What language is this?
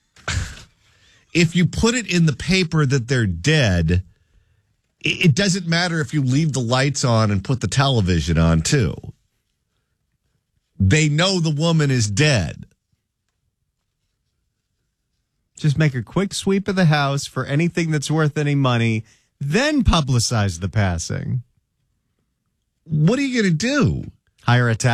English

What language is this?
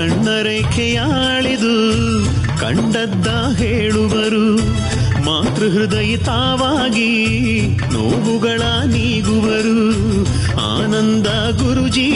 Kannada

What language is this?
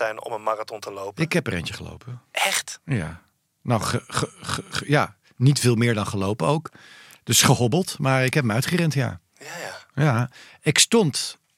Dutch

